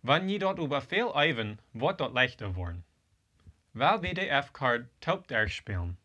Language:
Plautdietsch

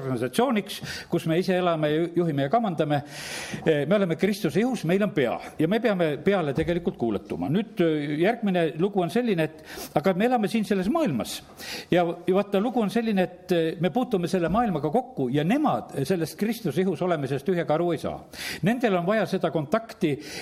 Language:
Estonian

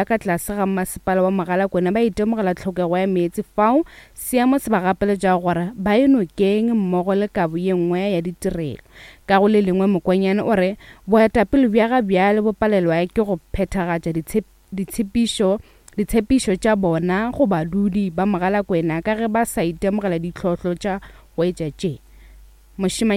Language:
Northern Sotho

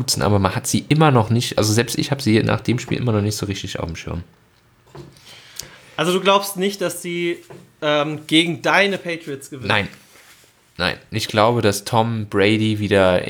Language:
German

